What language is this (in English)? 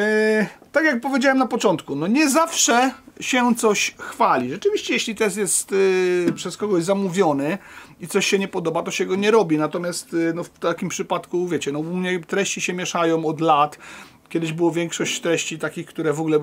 Polish